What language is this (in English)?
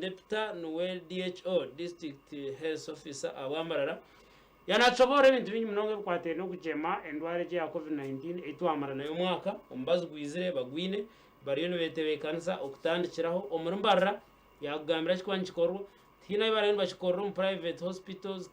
Nyankole